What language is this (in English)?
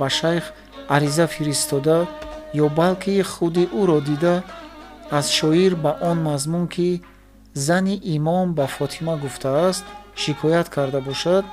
Tajik